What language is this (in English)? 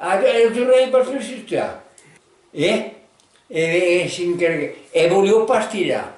Occitan